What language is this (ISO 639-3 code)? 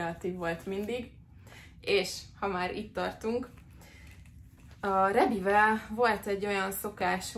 hun